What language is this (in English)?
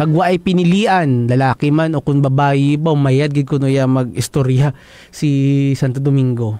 Hiligaynon